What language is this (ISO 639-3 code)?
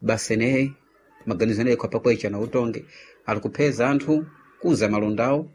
seh